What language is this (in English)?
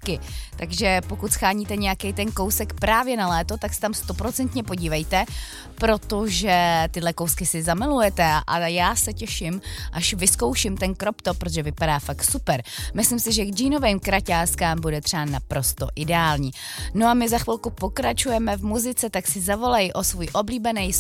Czech